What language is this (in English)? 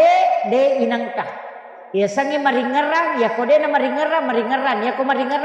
Buginese